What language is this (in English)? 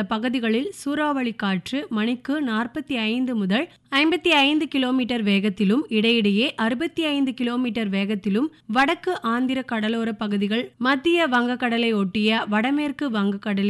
Tamil